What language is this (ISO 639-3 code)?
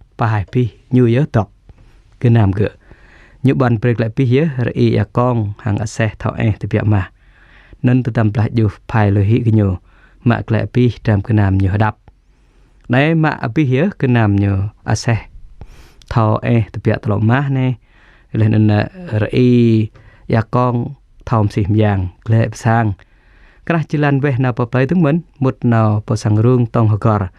jra